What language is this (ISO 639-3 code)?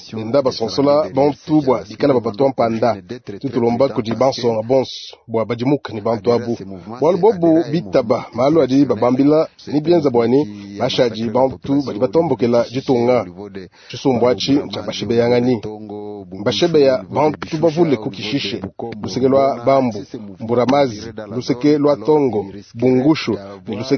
lua